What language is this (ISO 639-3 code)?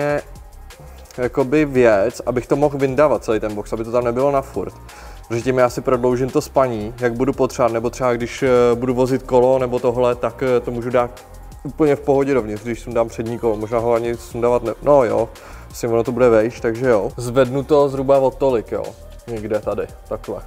ces